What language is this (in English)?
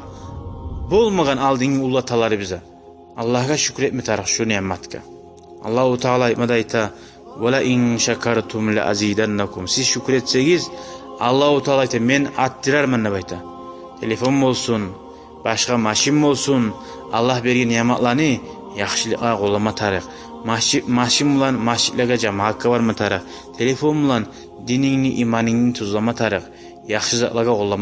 Kumyk